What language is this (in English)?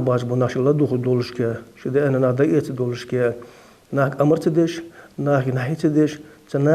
Ingush